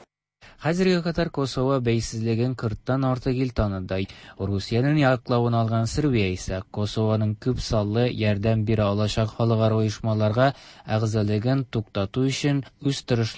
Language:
Tatar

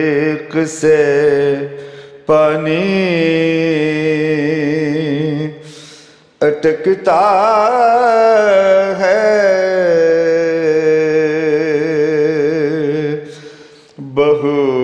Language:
Urdu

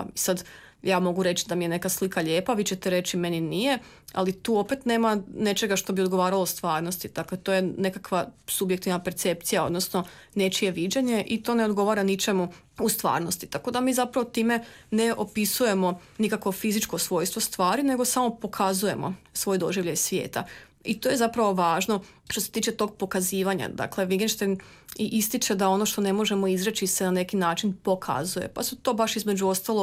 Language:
Croatian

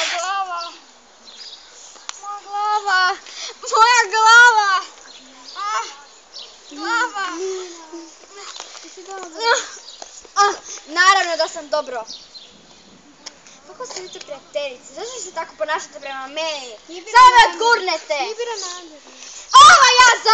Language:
Croatian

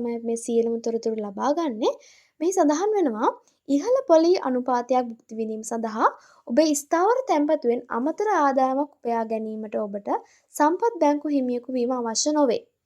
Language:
Sinhala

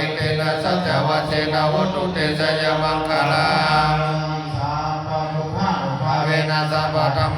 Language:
Pali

